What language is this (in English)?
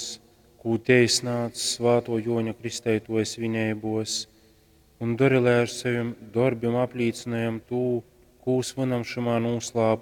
Latgalian